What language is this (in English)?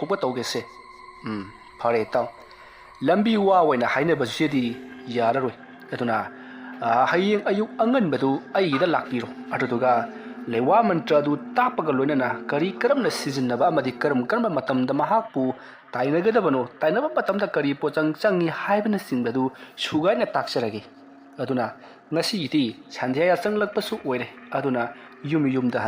Manipuri